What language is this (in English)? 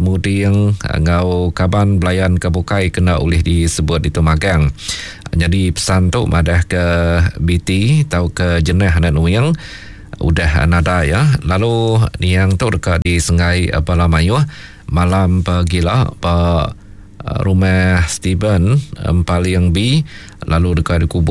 Iban